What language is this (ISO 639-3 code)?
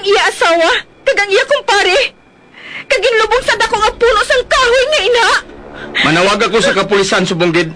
hil